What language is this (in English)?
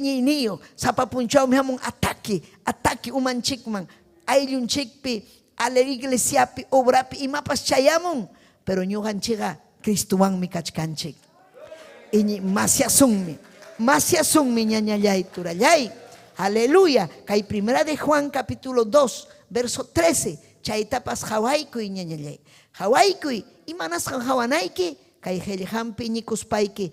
Ayacucho Quechua